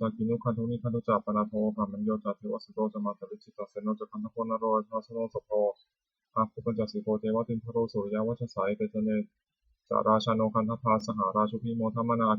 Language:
Pali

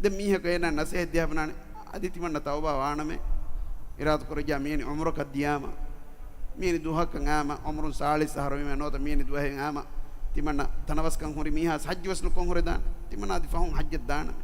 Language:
Divehi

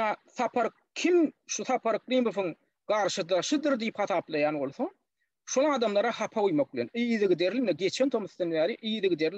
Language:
Turkmen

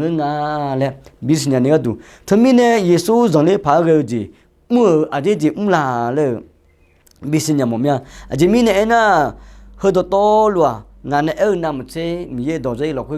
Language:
Akha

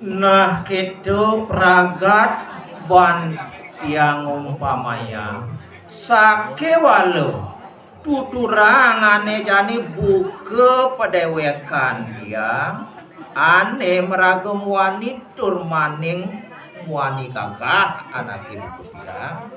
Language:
Balinese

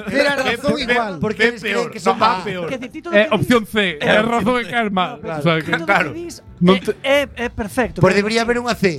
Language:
Galician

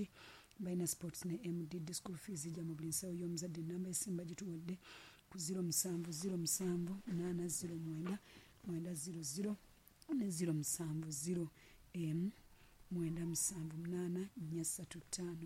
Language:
Ganda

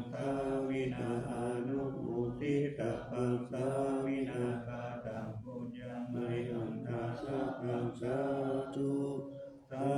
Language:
Pali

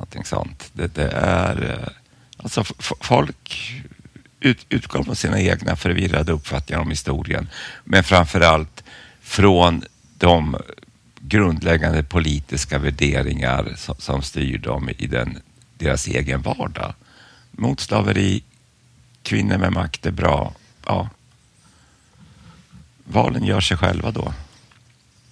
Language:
Swedish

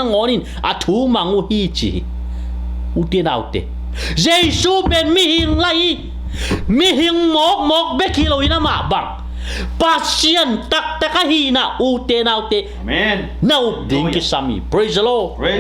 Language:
Tedim Chin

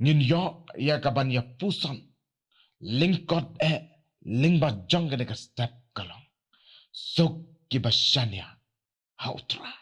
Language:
Khasi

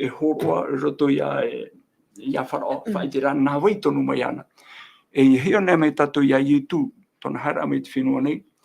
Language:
Tahitian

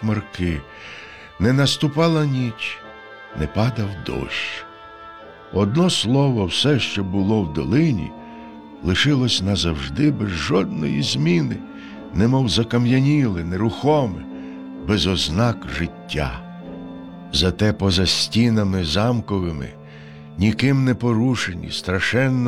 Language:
Ukrainian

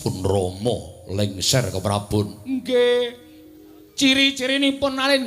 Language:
Javanese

